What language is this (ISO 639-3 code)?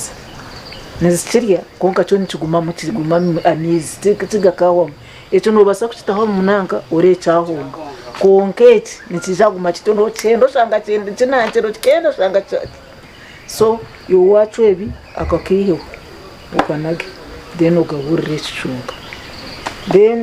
nyn